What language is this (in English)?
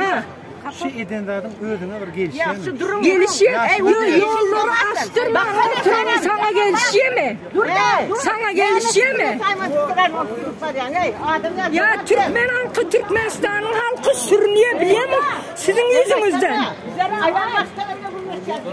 Turkmen